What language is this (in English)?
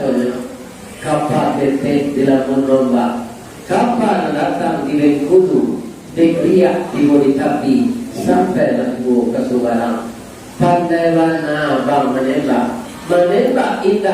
Minangkabau